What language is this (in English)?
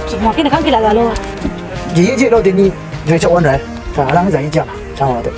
Rawang